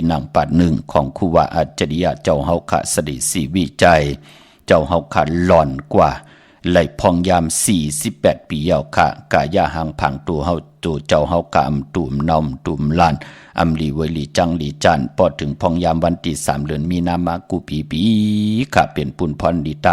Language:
Shan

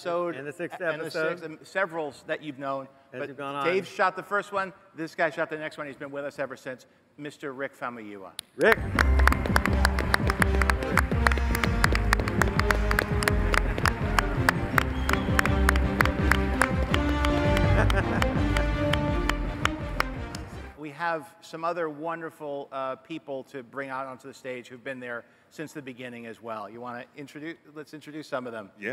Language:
English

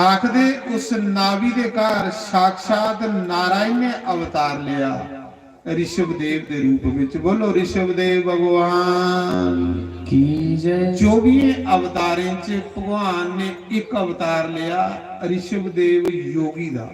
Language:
Dogri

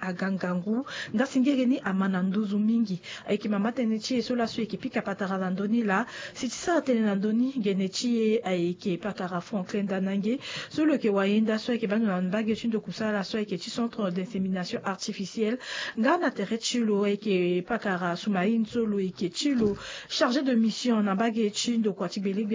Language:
Sango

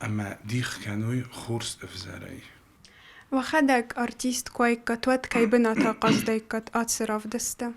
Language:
Ossetic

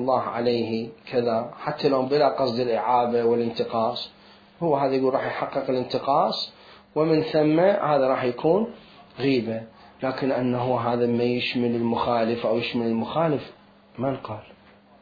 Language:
Mesopotamian Arabic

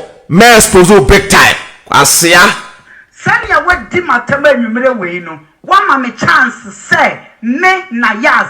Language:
Akan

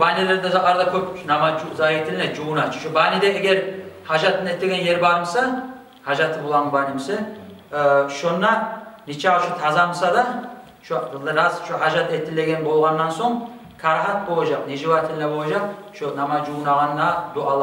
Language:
Kumyk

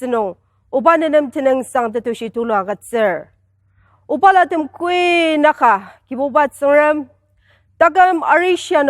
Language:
Ao Naga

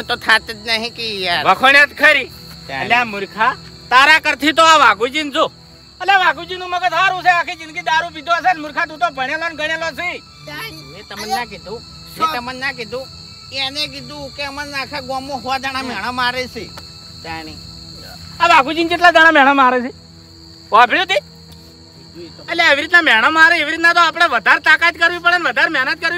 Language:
Gujarati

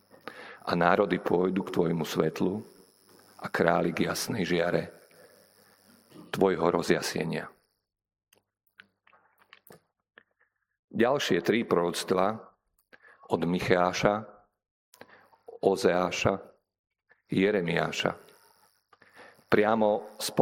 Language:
Slovak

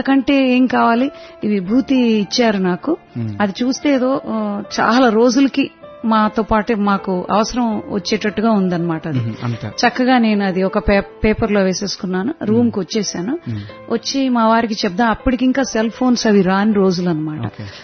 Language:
Telugu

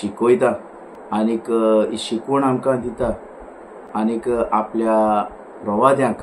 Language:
Konkani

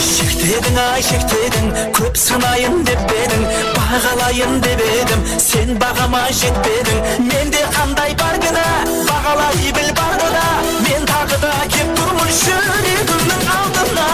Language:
Kara-Kalpak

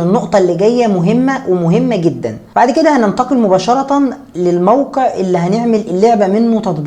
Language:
Egyptian Arabic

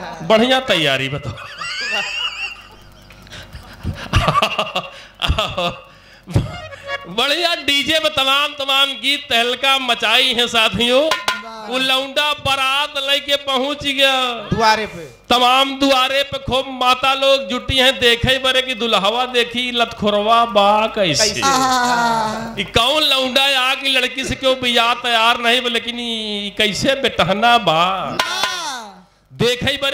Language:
Bhojpuri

